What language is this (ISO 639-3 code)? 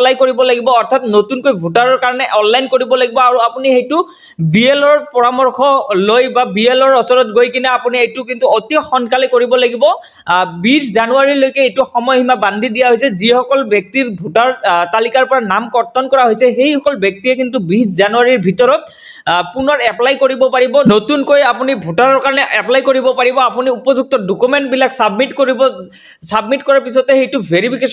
asm